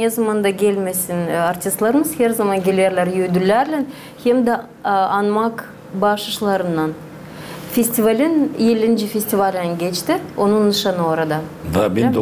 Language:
Gagauz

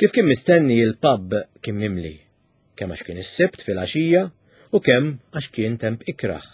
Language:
Maltese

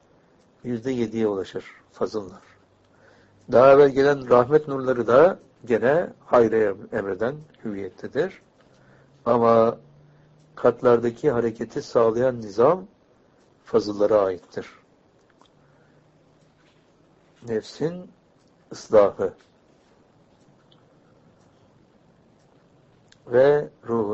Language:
Turkish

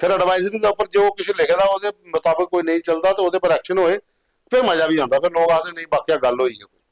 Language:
Dogri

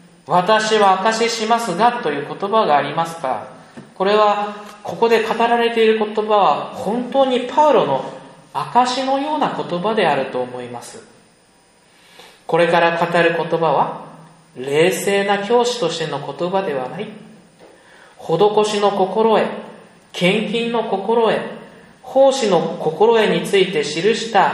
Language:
Japanese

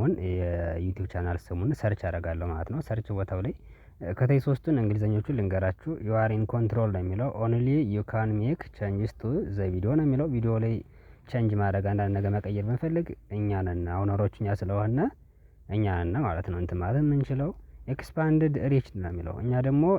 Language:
Amharic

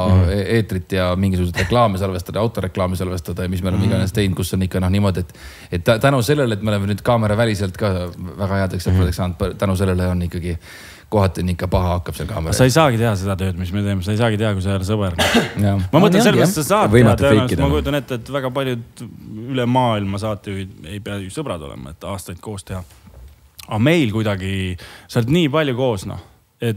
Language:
Estonian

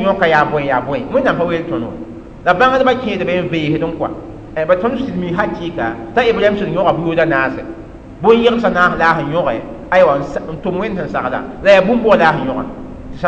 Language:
Mossi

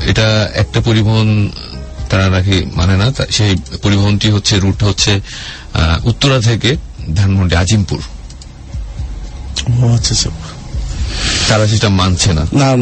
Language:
Bangla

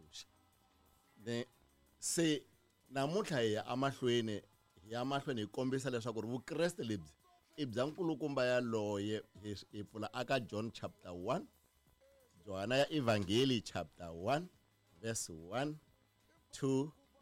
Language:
Tsonga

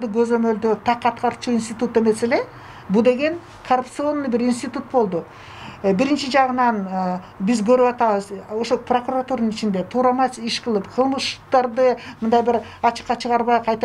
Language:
Kyrgyz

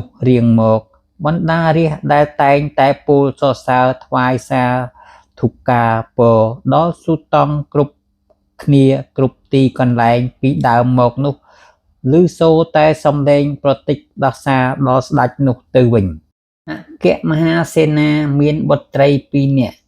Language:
Khmer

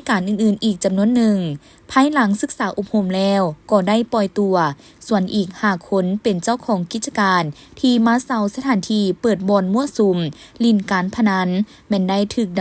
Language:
Lao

